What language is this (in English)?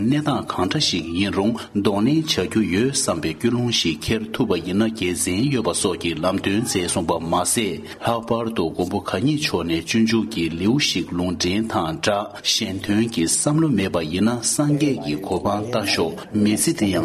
Tibetan